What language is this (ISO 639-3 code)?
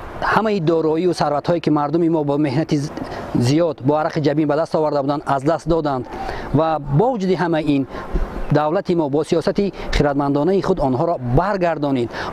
tgk